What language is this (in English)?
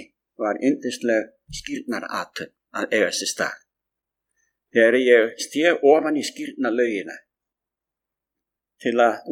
Icelandic